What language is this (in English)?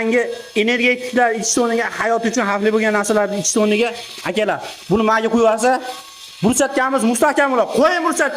Uzbek